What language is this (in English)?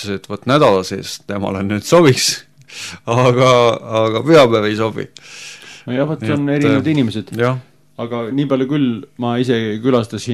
Estonian